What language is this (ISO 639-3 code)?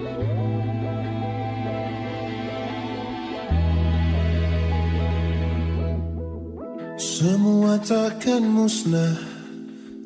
ind